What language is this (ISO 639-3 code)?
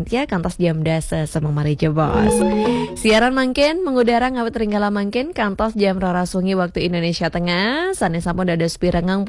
ban